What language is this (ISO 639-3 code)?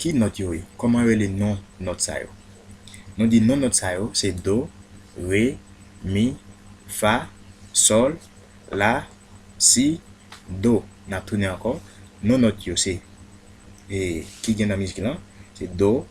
hat